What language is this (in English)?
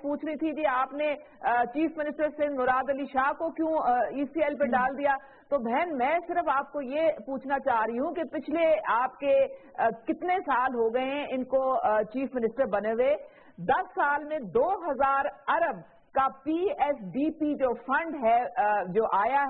Urdu